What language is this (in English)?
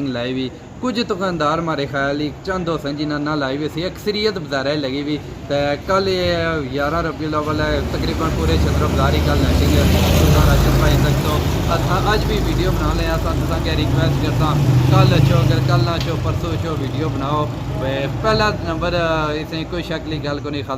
Pahari-Potwari